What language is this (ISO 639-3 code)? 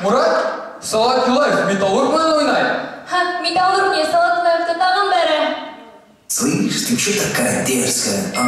bak